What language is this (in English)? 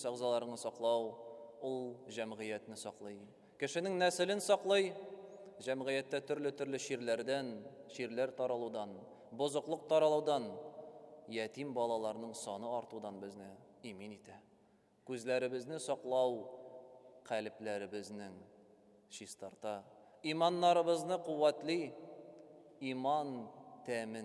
Tatar